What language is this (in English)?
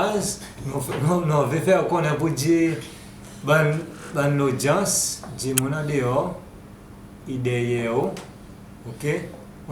Seselwa Creole French